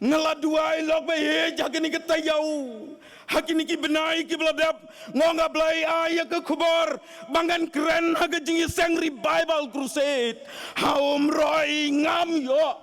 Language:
Khasi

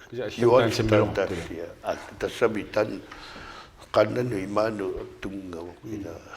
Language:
Kalaallisut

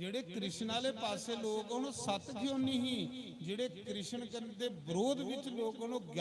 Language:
Dogri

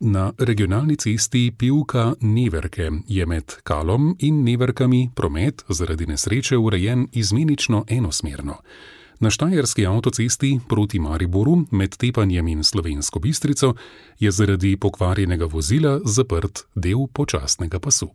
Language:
Slovenian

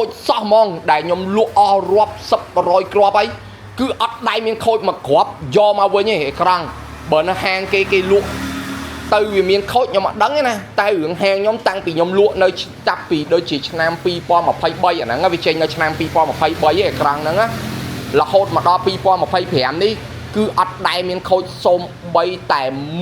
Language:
Khmer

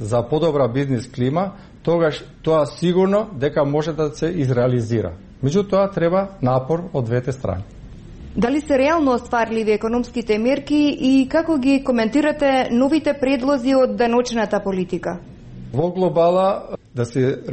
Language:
Macedonian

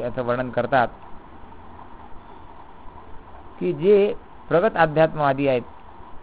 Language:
Marathi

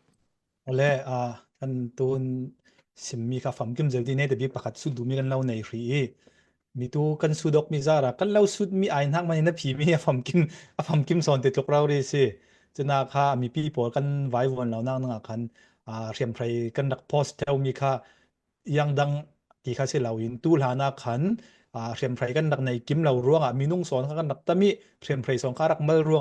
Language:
Falam Chin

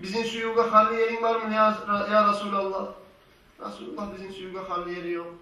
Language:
Kumyk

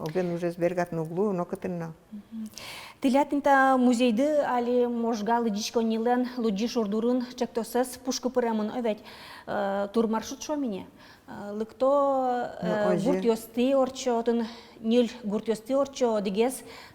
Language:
Udmurt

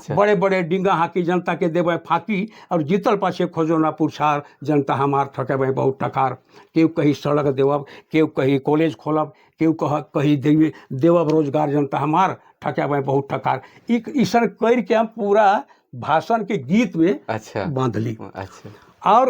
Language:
Sadri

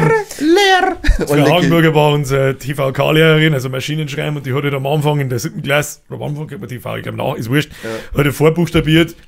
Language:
Bavarian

